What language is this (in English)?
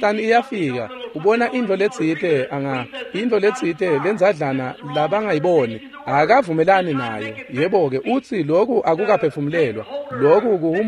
Swati